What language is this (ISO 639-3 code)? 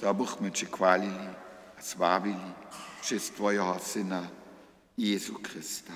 hsb